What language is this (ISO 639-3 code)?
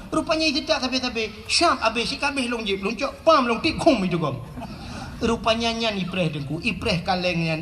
ace